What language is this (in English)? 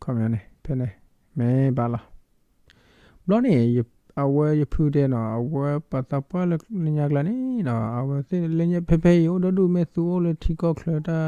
S'gaw Karen